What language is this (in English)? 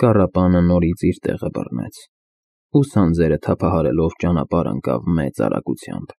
Armenian